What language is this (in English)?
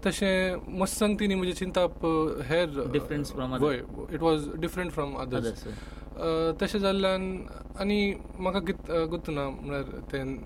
Konkani